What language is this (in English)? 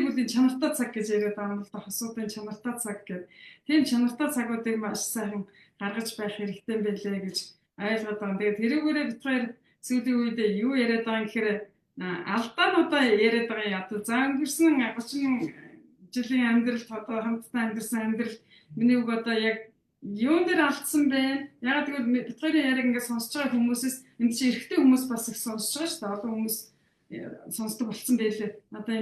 Mongolian